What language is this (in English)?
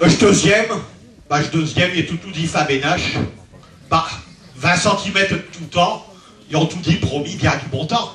Picard